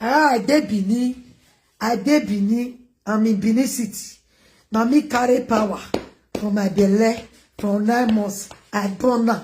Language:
Nigerian Pidgin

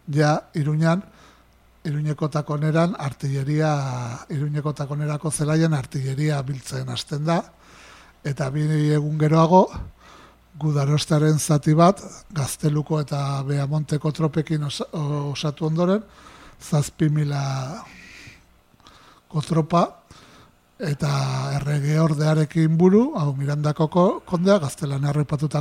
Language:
Basque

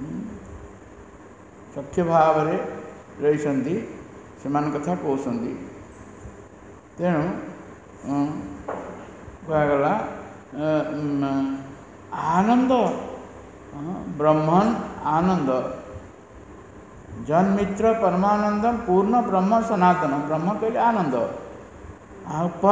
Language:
Odia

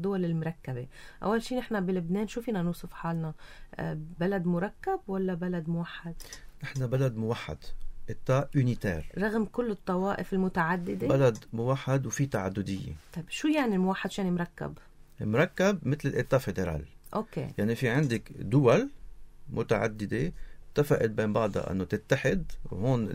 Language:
North Levantine Arabic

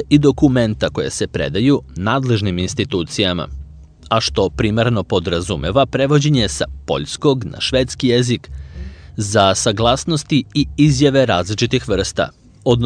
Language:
Serbian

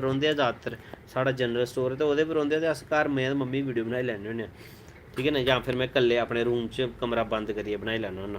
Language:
Dogri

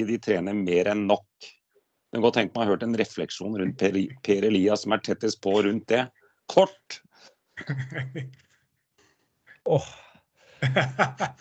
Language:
Norwegian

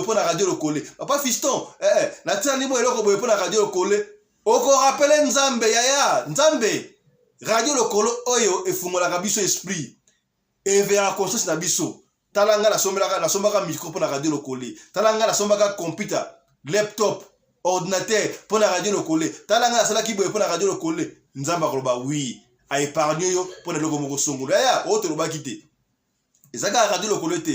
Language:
Lingala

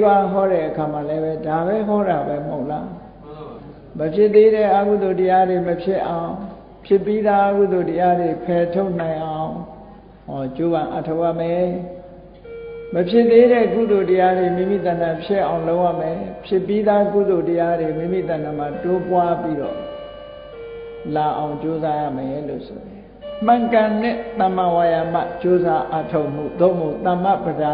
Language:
Burmese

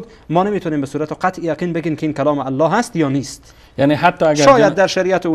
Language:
Persian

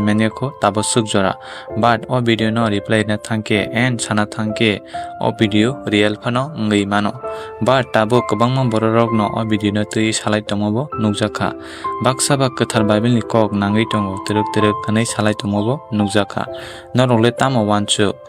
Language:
Kok Borok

